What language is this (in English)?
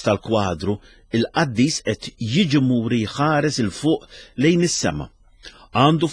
Maltese